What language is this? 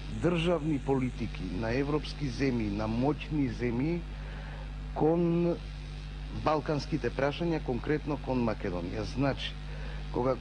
Macedonian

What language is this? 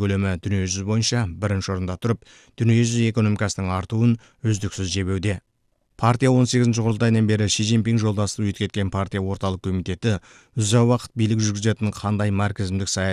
Kazakh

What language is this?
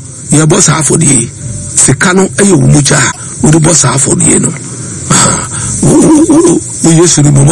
Akan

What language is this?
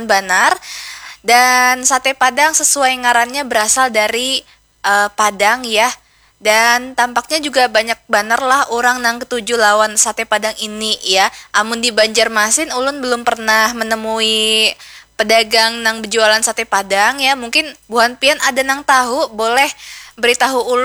Banjar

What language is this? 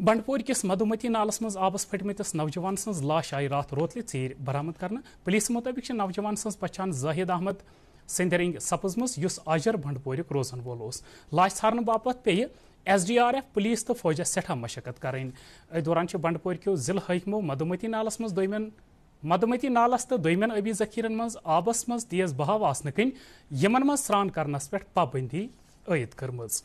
Kashmiri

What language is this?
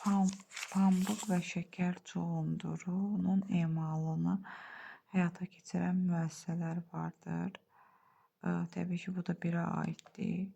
Azerbaijani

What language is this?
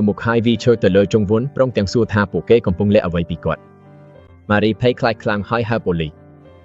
Khmer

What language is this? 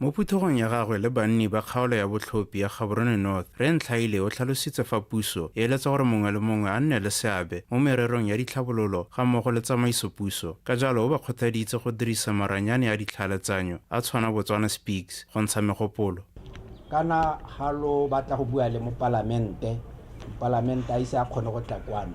Tswana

